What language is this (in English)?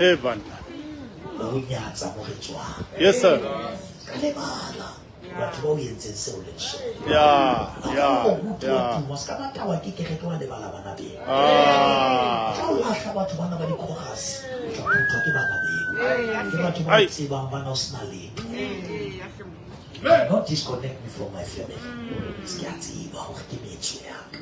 Southern Sotho